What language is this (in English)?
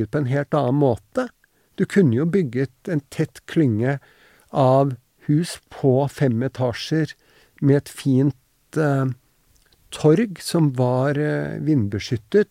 Norwegian